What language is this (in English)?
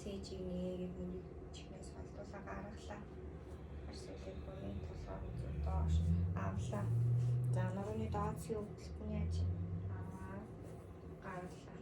Mongolian